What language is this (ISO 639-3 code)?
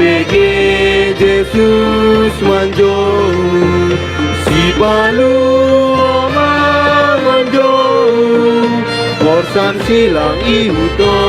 bbc